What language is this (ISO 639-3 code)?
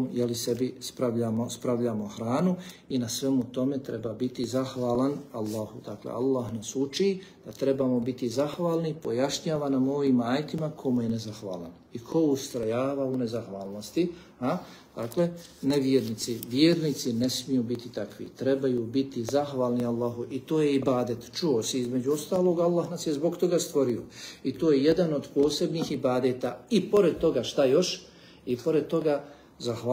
bos